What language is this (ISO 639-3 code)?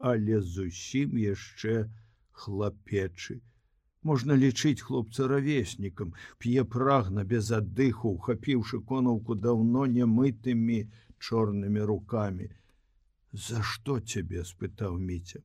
bel